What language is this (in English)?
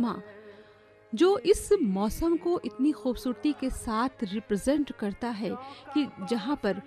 Hindi